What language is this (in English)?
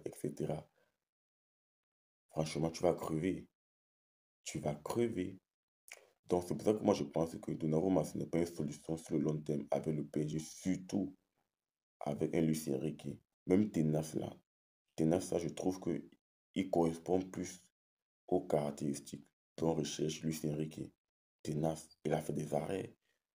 French